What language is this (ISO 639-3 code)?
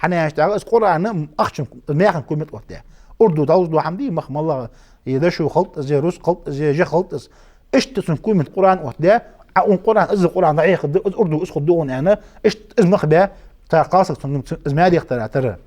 inh